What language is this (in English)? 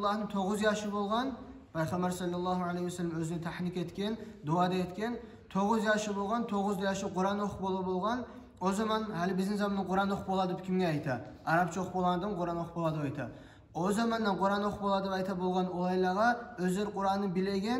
Kumyk